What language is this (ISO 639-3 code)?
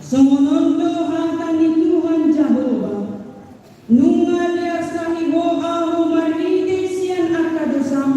bbc